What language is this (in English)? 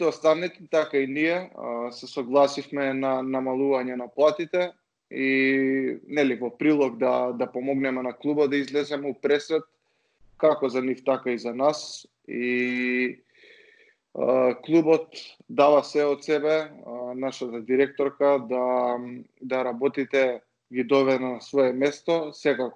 Macedonian